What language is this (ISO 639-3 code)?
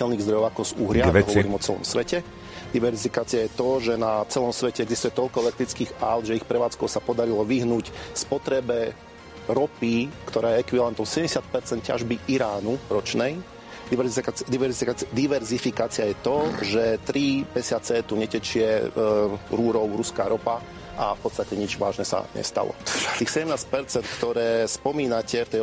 slk